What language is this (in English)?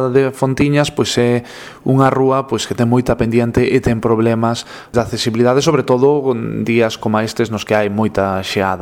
Galician